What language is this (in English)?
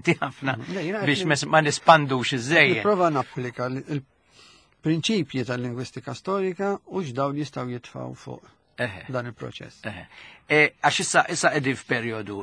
Maltese